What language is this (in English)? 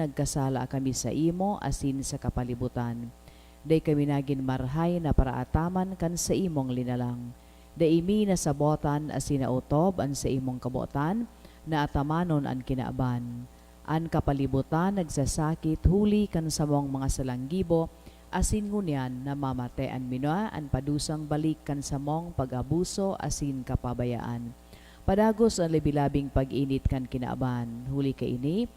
Bikol